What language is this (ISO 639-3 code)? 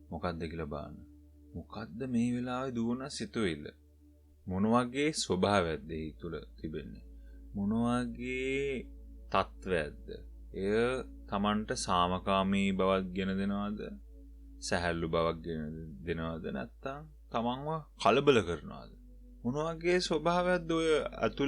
sin